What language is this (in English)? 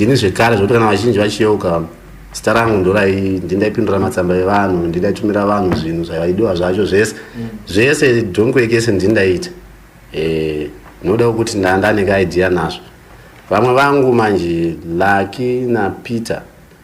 Shona